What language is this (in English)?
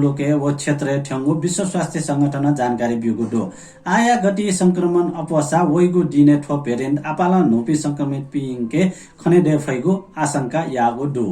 Newari